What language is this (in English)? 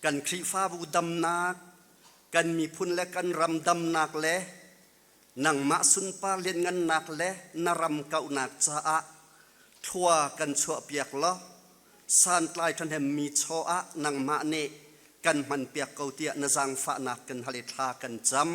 Hakha Chin